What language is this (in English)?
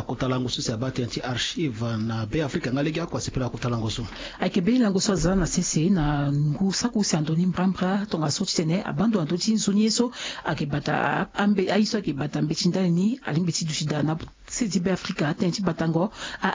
Sango